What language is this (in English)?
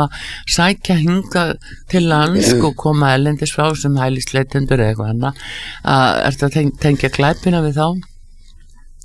Icelandic